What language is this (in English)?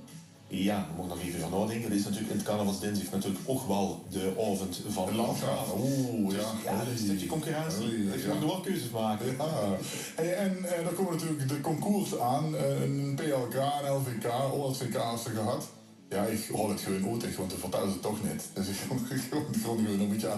Limburgish